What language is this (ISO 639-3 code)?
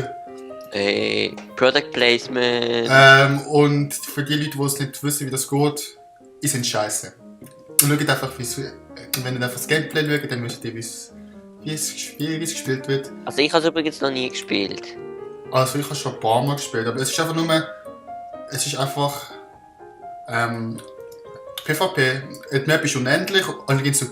gsw